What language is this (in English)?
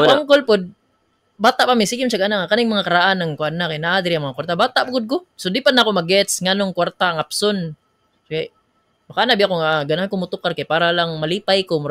Cebuano